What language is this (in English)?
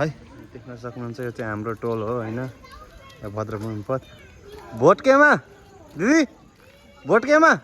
Nepali